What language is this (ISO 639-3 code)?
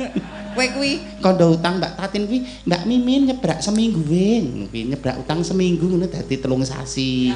jav